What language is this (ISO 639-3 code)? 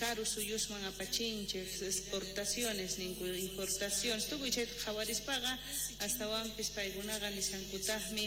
quh